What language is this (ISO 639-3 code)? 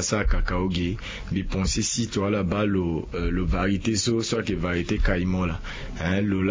sag